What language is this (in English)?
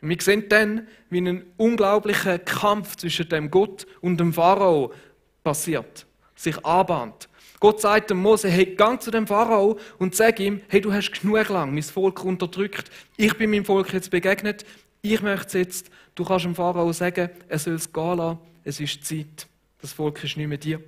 Swiss German